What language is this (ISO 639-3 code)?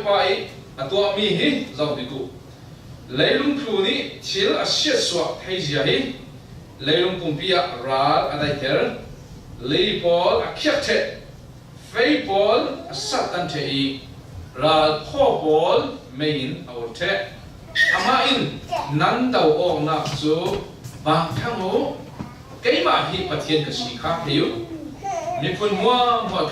cfm